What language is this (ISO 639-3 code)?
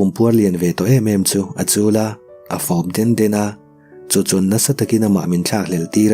lus